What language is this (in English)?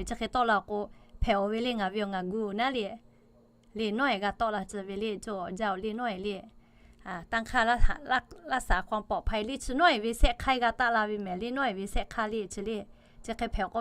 Lahu